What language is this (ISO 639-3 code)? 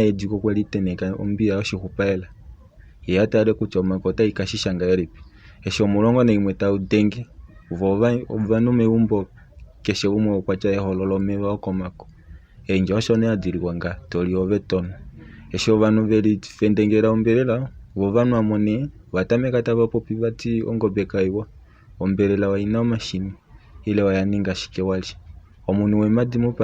kua